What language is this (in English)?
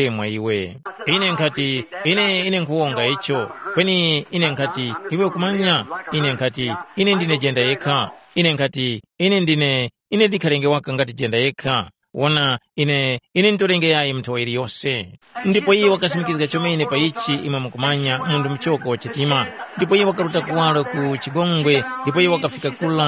Tumbuka